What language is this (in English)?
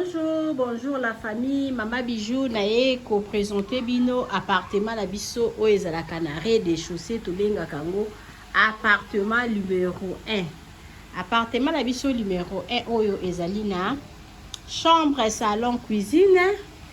Lingala